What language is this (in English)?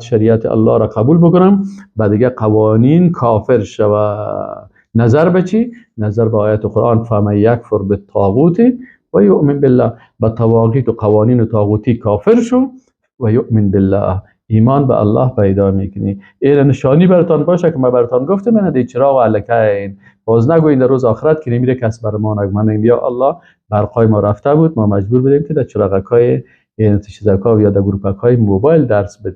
Persian